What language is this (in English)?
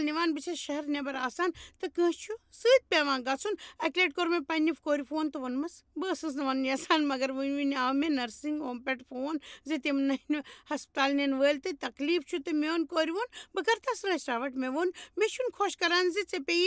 Kashmiri